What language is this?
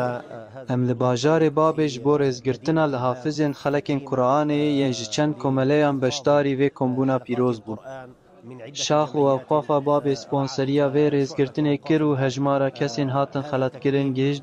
Kurdish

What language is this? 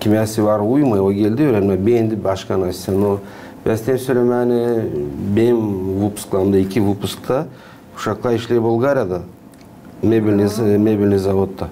Gagauz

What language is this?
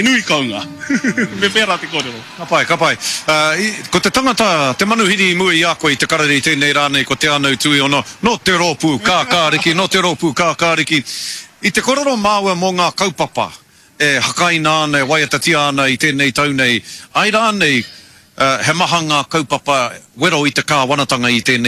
Māori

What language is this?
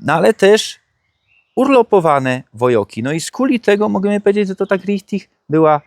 Silesian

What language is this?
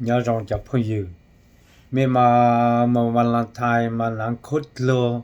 Hmong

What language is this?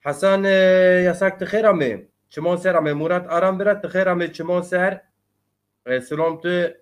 Zaza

